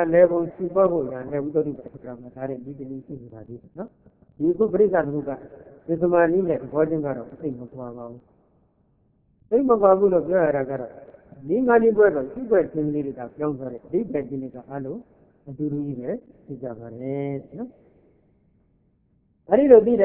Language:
Burmese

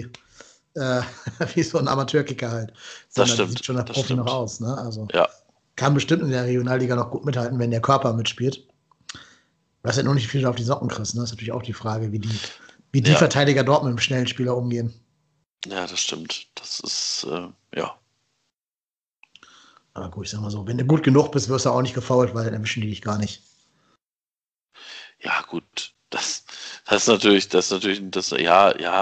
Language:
German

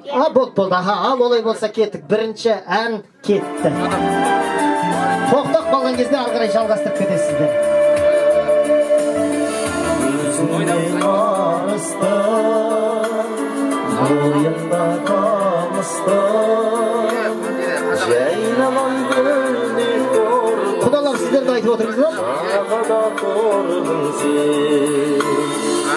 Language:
Kazakh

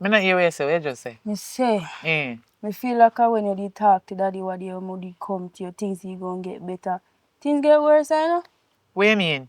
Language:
Jamaican Creole English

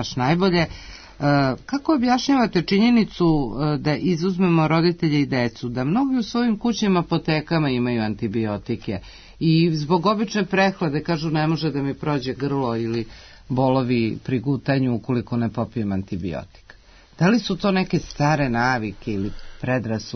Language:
Serbian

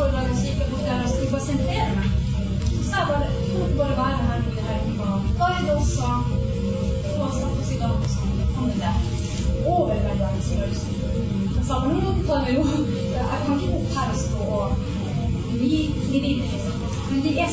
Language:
Norwegian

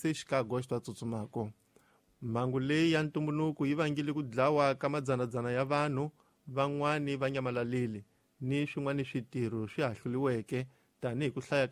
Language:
Tsonga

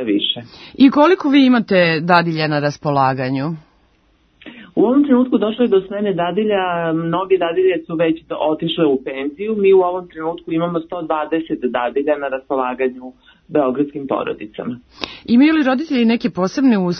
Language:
Serbian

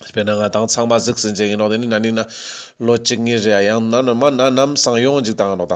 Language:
Ladakhi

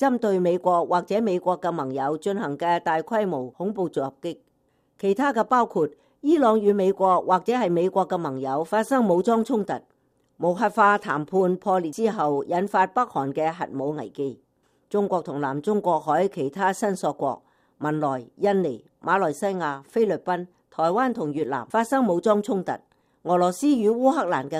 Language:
Cantonese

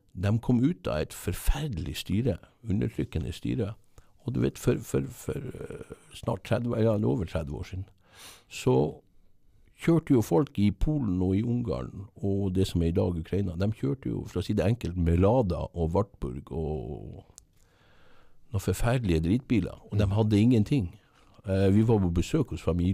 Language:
Norwegian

